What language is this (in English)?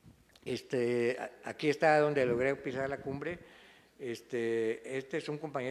Spanish